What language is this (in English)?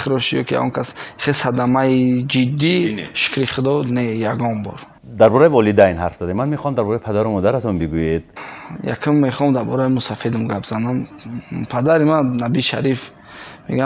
Tajik